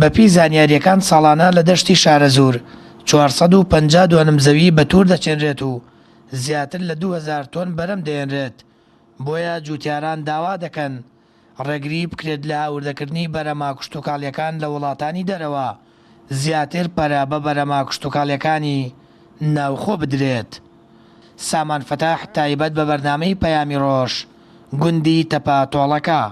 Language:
Central Kurdish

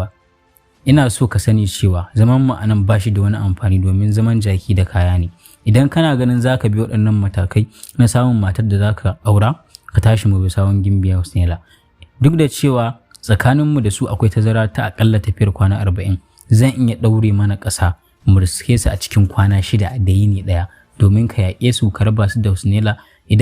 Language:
Hausa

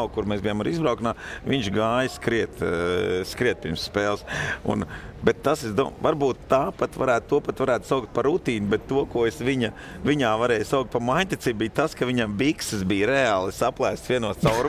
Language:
Latvian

